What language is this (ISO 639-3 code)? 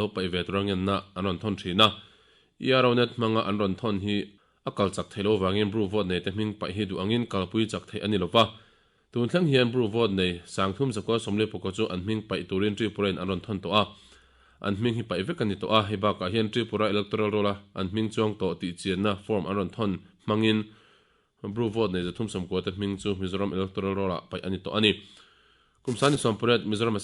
lus